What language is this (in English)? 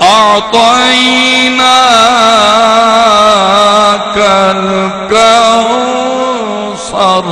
Saraiki